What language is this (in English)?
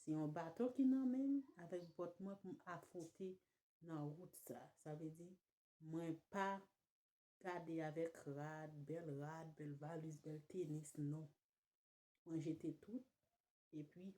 Haitian Creole